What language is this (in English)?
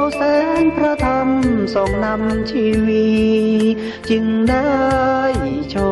Thai